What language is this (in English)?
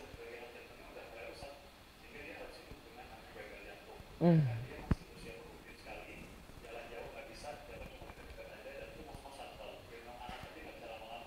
Indonesian